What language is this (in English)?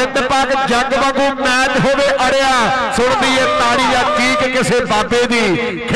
Punjabi